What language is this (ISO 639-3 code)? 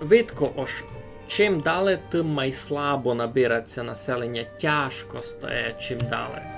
rue